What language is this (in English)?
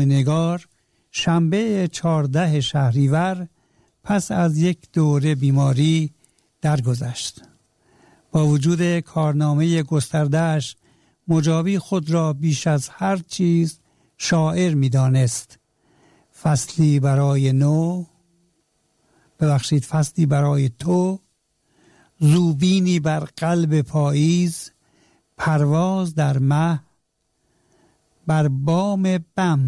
Persian